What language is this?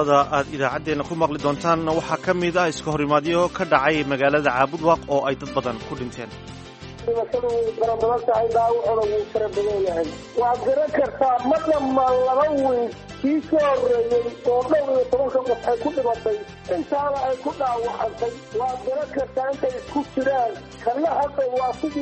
Somali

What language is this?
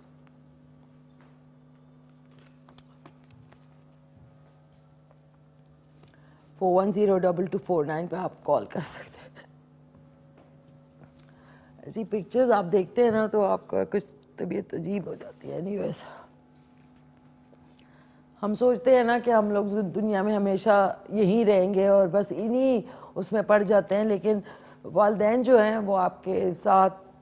Urdu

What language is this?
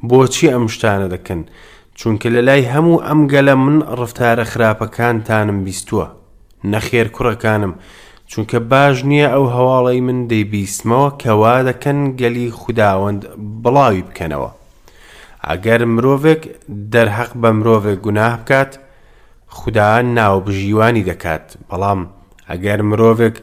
Central Kurdish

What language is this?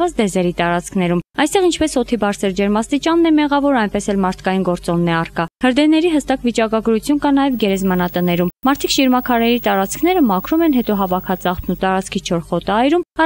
Armenian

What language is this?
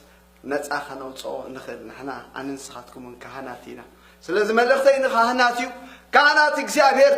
Tigrinya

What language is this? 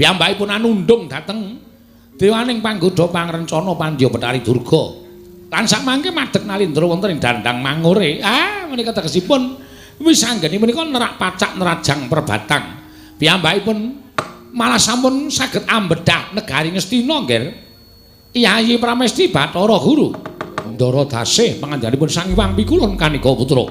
Javanese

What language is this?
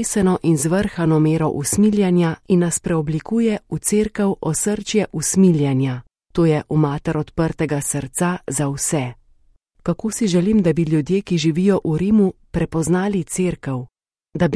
Slovenian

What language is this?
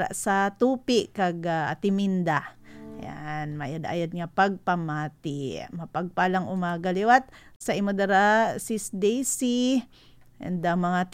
Hiligaynon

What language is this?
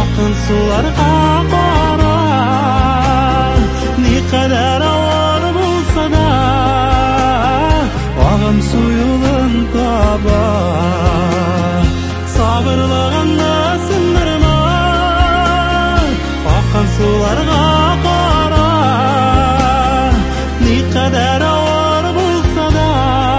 Tatar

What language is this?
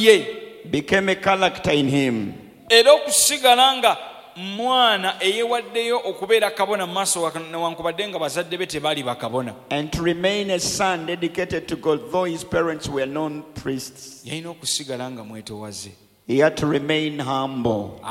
Ganda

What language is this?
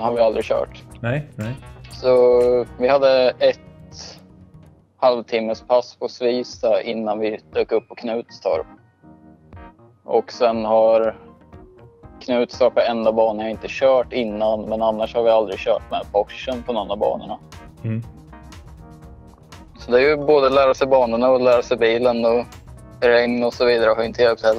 Swedish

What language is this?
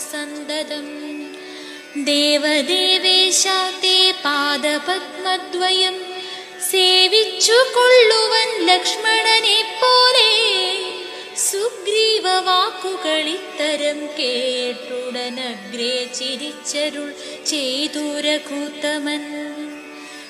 Malayalam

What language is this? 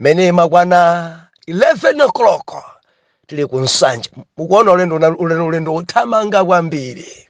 Nyanja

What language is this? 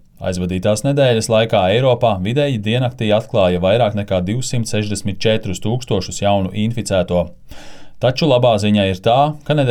Latvian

